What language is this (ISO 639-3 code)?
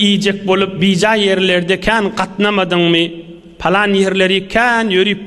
tuk